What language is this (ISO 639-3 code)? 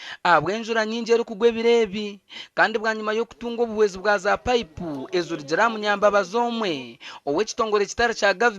nyn